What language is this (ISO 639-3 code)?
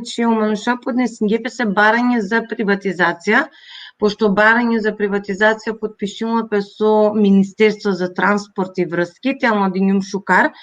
rmn